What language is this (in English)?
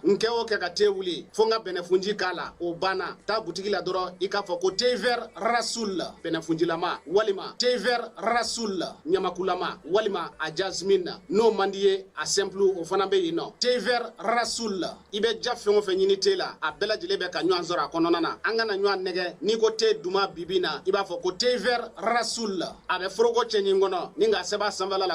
Bambara